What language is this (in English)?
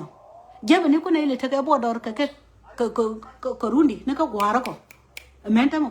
Nuer